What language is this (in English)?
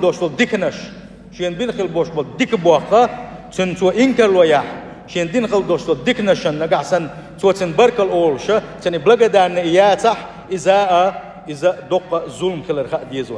Chechen